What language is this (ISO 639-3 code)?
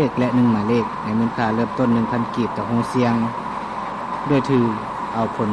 lao